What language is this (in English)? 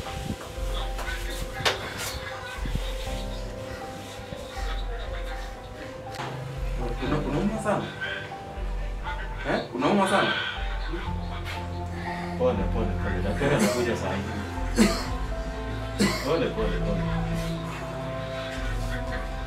Swahili